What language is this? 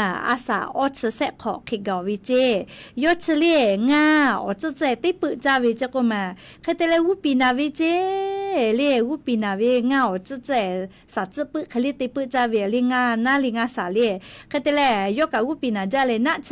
Lahu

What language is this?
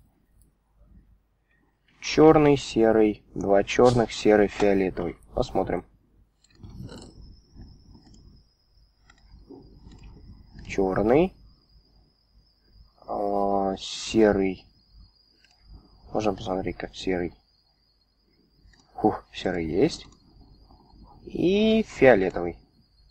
Russian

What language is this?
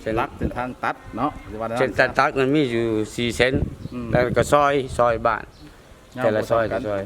Lao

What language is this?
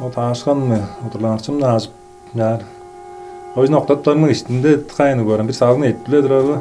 Tuvinian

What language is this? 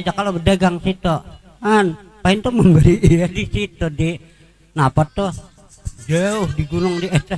Banjar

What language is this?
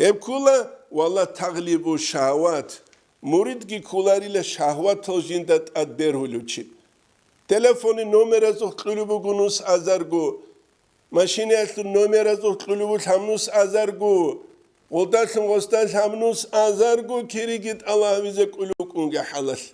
Avaric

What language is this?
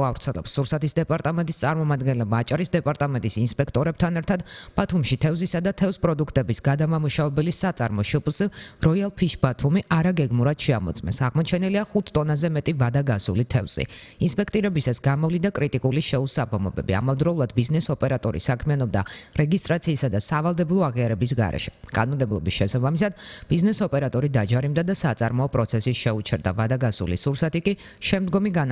Georgian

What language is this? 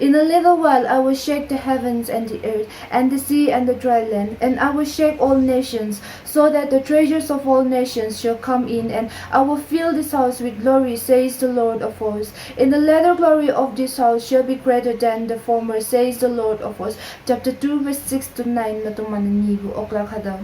Konyak Naga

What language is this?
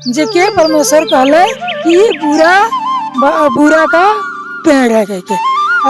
Sadri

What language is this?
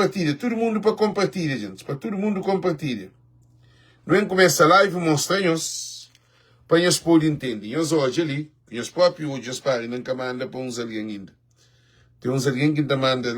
Kabuverdianu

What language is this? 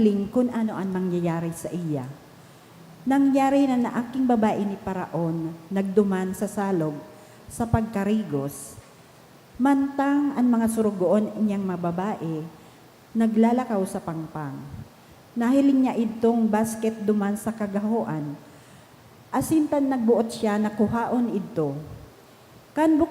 Bikol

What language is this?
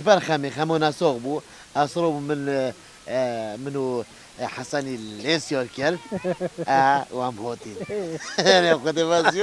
Kurdish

